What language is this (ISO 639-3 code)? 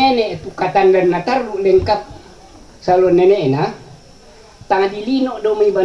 sda